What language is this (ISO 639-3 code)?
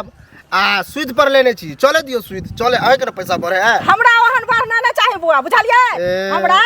mai